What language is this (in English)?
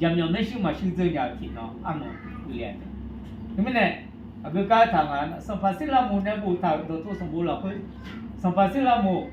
Akha